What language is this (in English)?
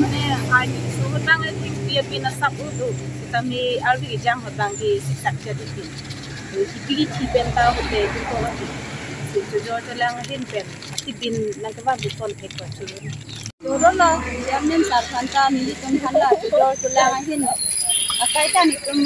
Karbi